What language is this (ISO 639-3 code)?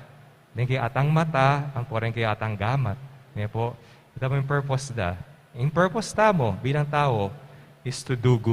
pam